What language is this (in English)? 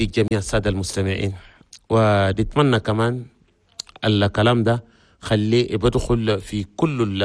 Chadian Arabic